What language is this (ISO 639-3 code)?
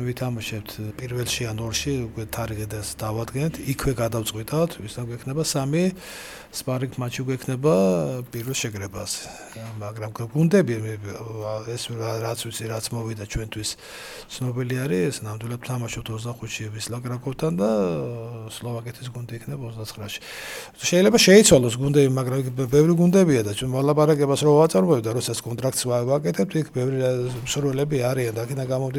kat